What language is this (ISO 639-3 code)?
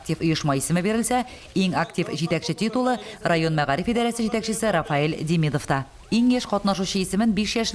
tat